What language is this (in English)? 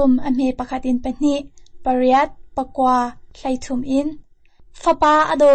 Hakha Chin